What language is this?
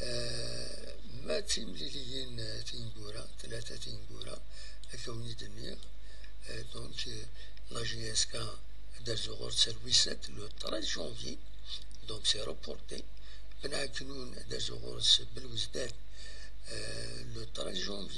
Kabyle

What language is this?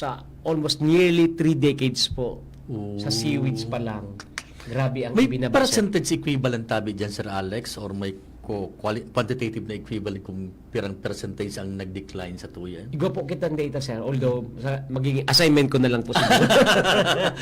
Bikol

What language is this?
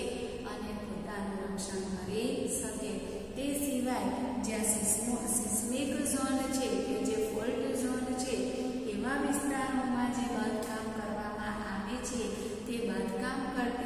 Gujarati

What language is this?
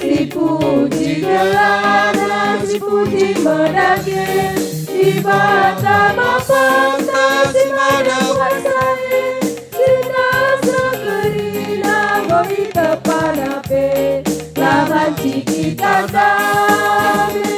Batak Karo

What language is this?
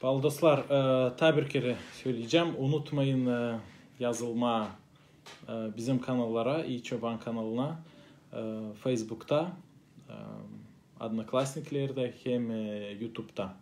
Gagauz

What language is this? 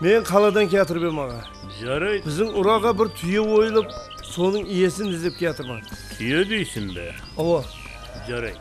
Kara-Kalpak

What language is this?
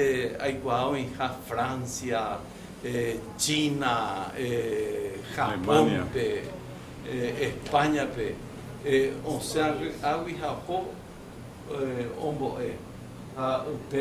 Guarani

